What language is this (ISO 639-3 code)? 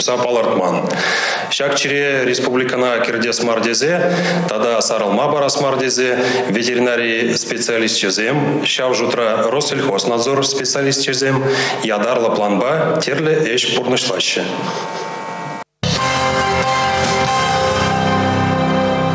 chv